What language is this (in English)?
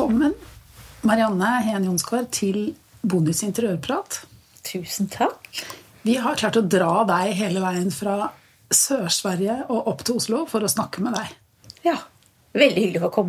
Norwegian